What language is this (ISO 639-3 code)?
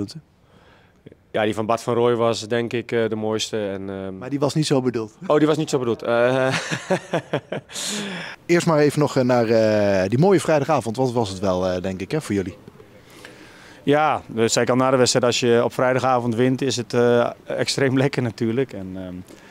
nld